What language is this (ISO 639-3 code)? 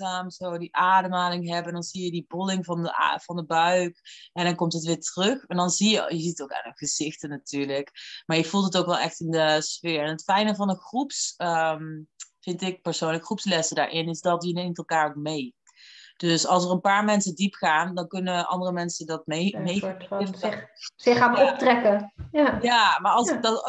nld